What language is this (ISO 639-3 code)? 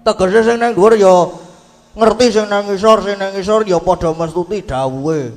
jav